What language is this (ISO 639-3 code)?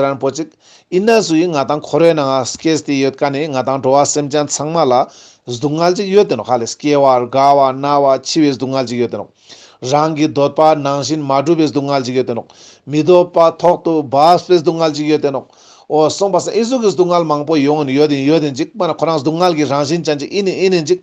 lbj